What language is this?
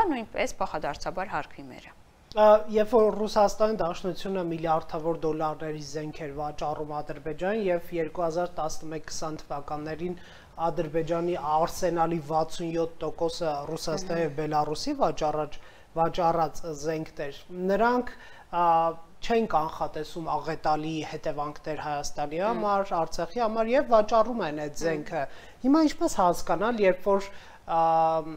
Armenian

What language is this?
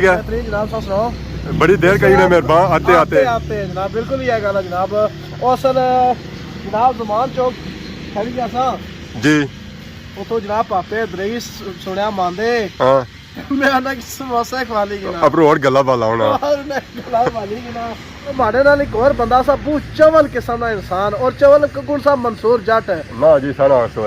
Pahari-Potwari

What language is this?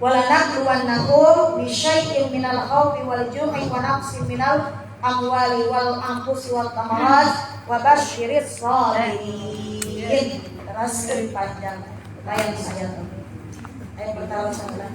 Sundanese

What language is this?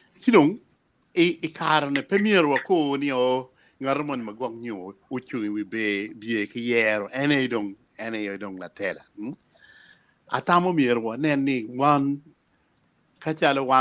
Acoli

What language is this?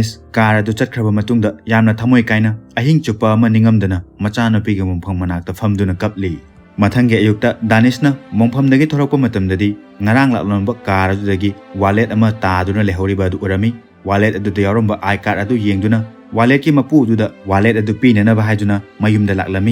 Manipuri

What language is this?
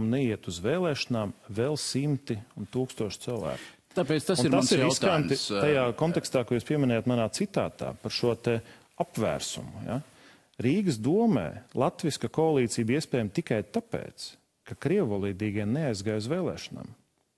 Latvian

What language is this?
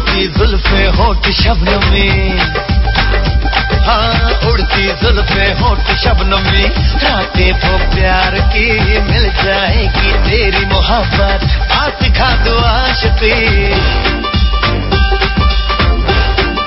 Bangla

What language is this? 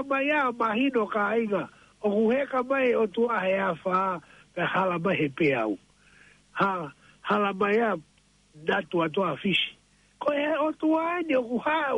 Tongan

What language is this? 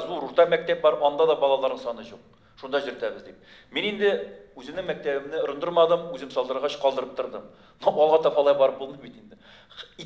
Tatar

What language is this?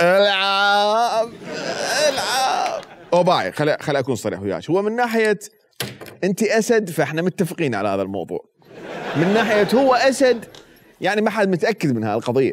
Mesopotamian Arabic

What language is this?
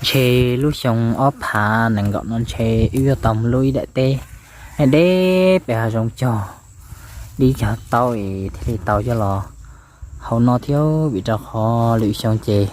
Hmong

